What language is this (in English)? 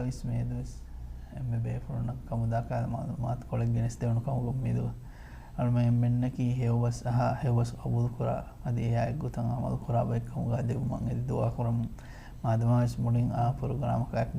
Divehi